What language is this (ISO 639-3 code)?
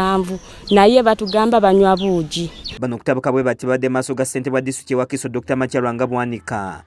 lug